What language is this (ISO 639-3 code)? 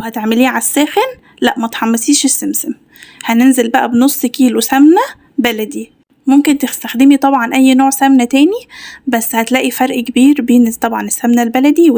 arz